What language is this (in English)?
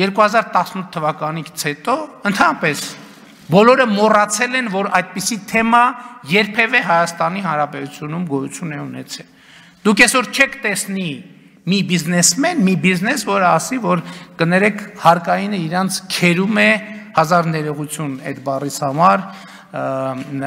Armenian